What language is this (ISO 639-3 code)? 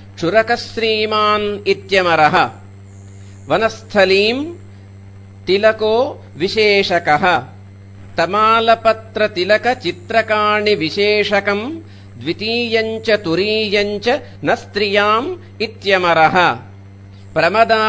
san